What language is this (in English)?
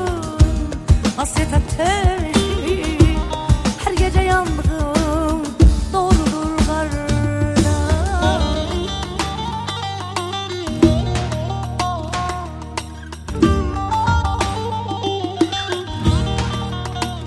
Turkish